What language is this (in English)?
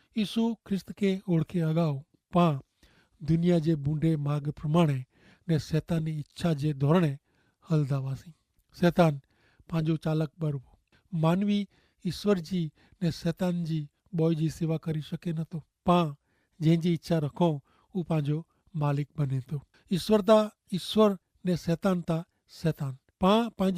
Kachhi